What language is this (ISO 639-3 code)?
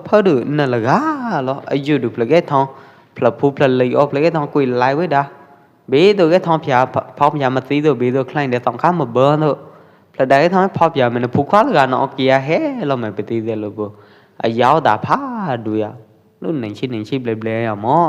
kjp